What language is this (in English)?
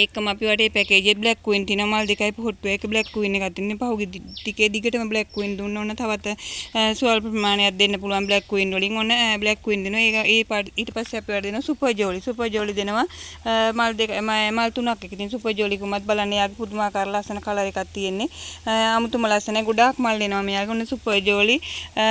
Sinhala